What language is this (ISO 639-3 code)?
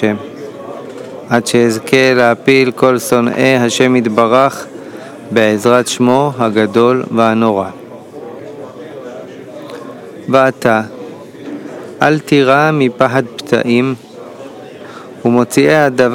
heb